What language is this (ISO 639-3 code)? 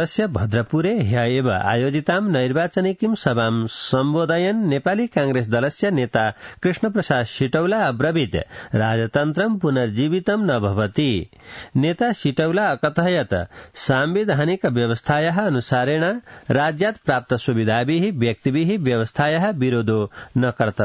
san